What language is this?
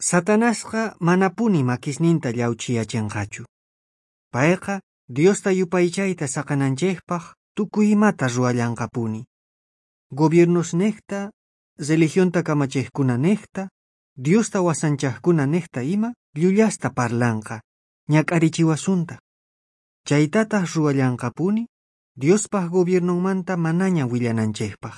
South Bolivian Quechua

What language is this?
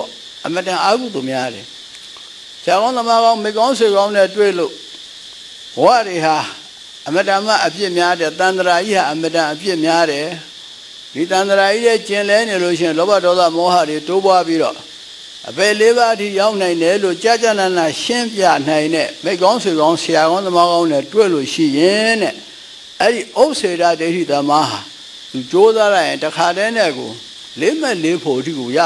Burmese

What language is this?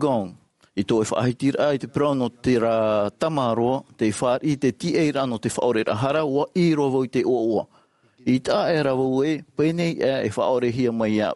Tahitian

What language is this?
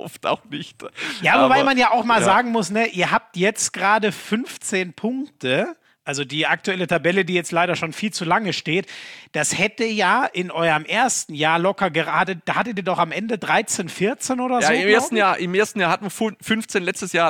German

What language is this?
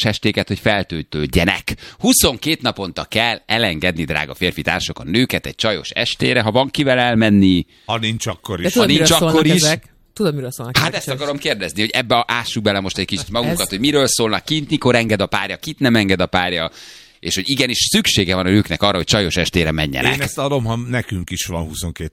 Hungarian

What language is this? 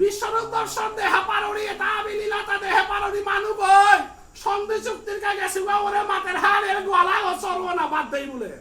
Bishnupriya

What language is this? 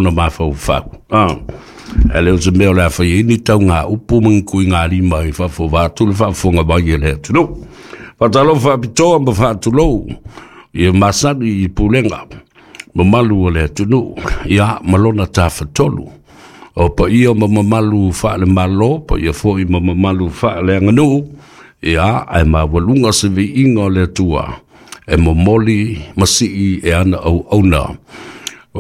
Samoan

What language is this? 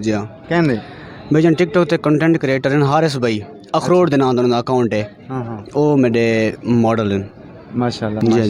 Saraiki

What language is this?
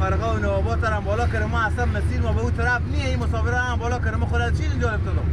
Persian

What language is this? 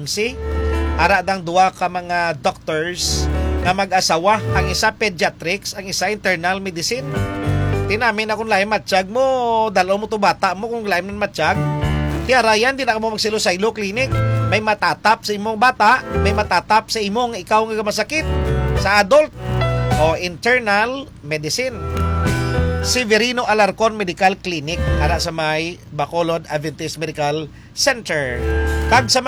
Hiligaynon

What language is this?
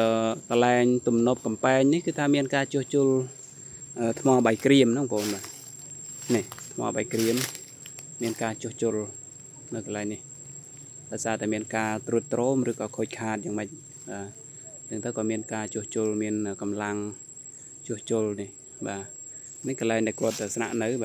Khmer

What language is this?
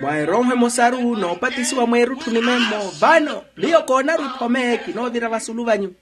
Makhuwa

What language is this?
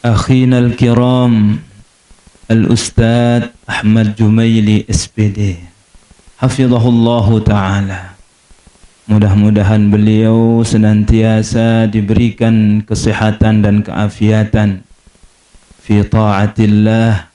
Sasak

